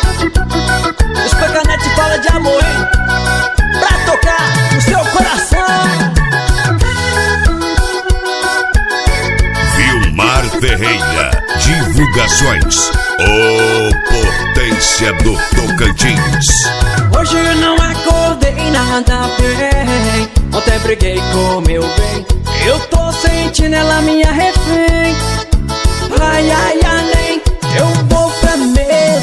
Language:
Portuguese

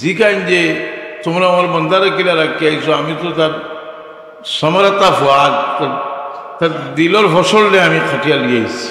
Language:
Sylheti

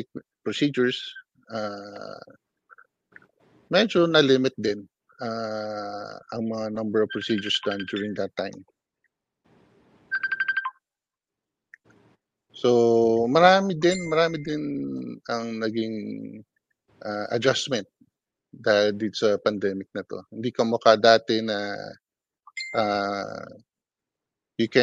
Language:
Filipino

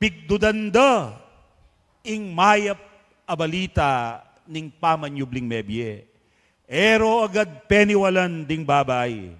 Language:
Pampanga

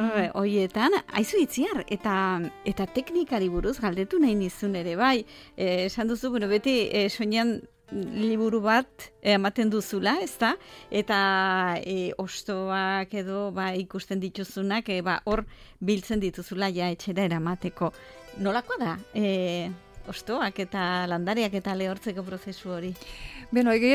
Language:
Basque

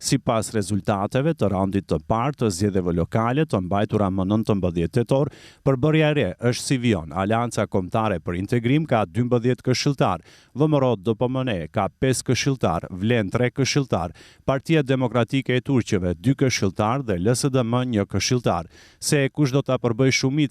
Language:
Albanian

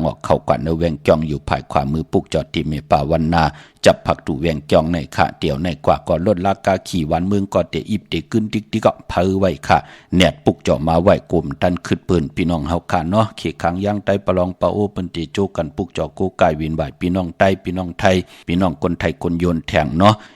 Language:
Shan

